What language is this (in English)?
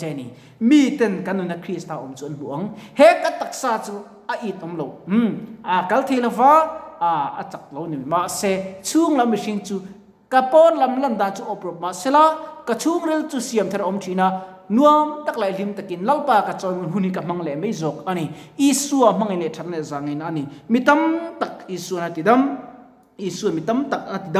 Mizo